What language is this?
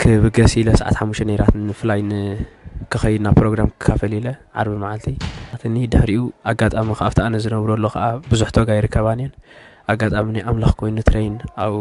Tigrinya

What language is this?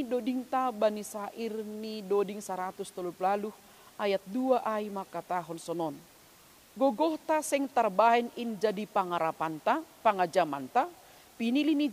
Batak Simalungun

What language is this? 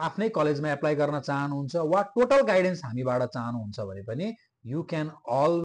Nepali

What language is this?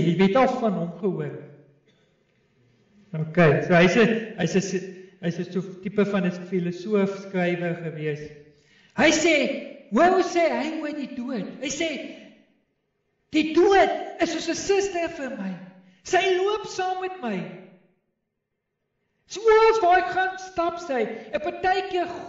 Afrikaans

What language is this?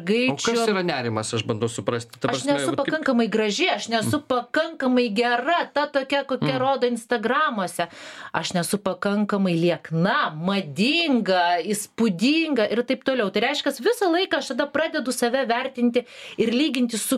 Lithuanian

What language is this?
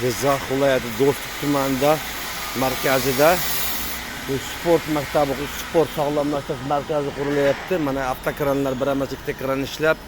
Uzbek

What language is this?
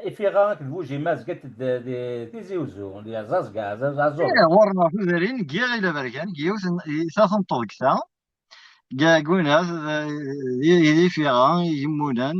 Kabyle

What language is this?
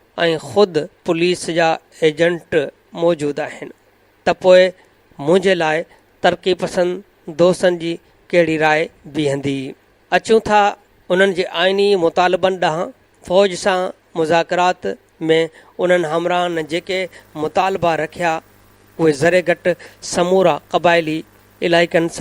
Sindhi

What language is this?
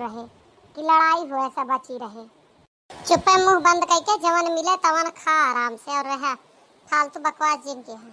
Awadhi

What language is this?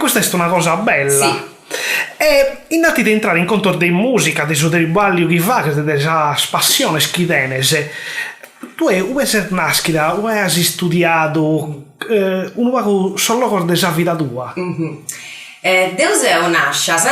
Sardinian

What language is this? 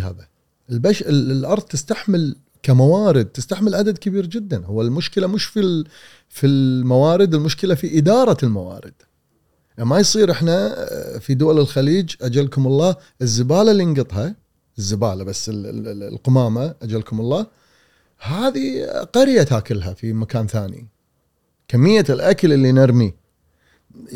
Gulf Arabic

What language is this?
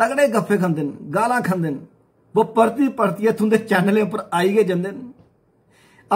Dogri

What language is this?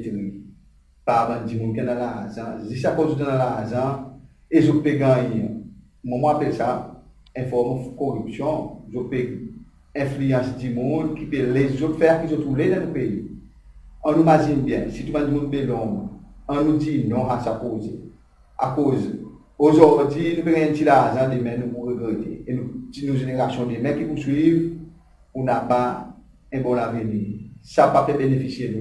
Seselwa Creole French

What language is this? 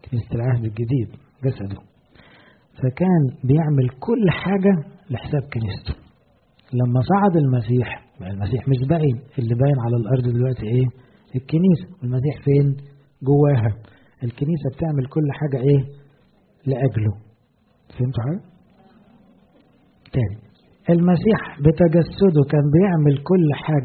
Egyptian Arabic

